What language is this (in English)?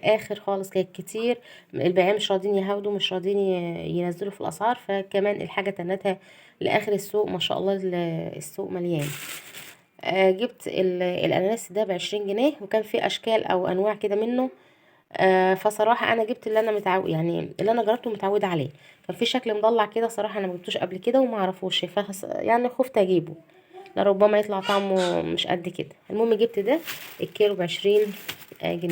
Egyptian Arabic